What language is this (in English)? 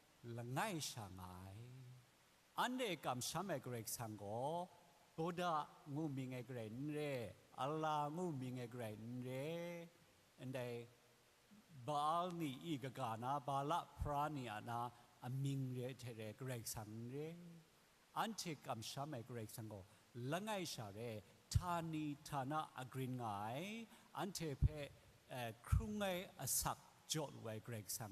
Kachin